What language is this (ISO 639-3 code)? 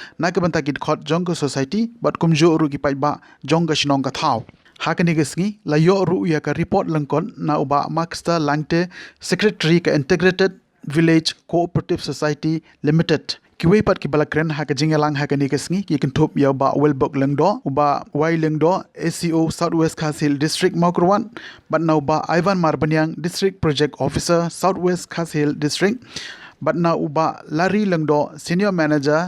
kha